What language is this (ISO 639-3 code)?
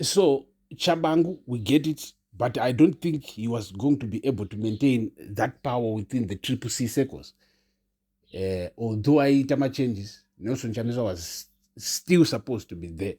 sna